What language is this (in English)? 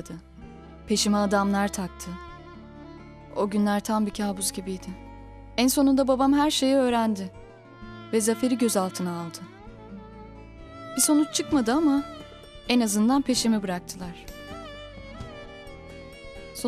Turkish